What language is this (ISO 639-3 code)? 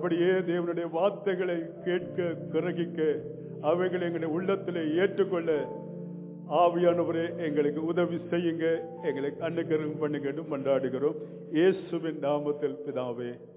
tam